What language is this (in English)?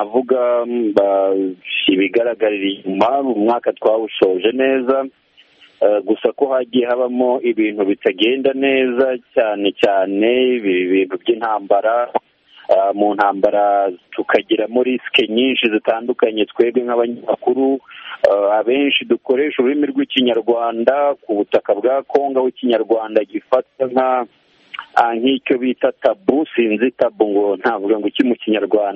Kinyarwanda